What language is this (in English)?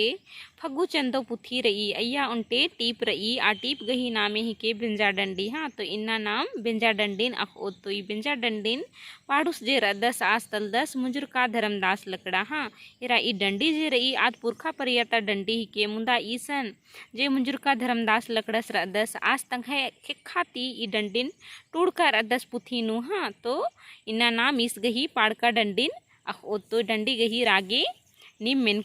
Kurukh